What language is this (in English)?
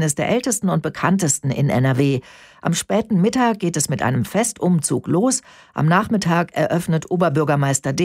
German